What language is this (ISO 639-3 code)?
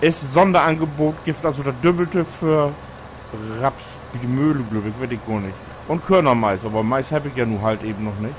nds